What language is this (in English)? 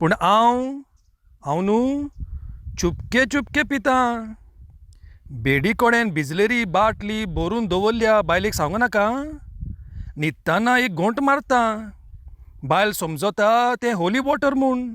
Konkani